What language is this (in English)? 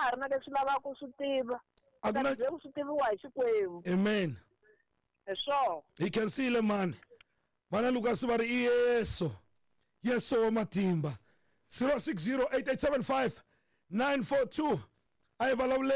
Tsonga